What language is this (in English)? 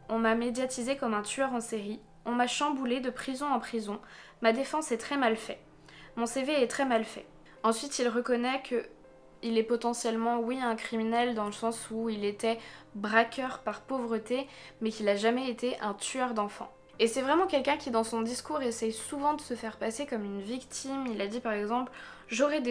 French